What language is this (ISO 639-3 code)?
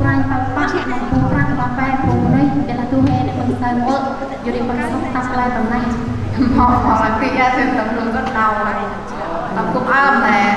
cmo